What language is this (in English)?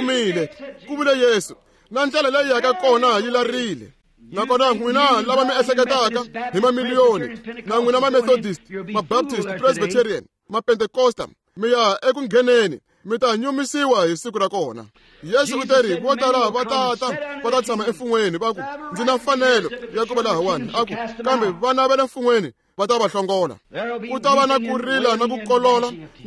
Tsonga